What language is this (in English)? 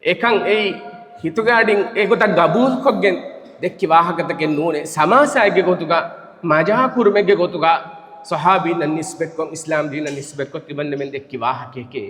Divehi